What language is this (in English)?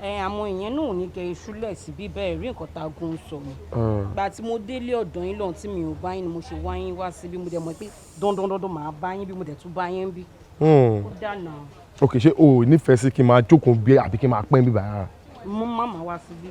Yoruba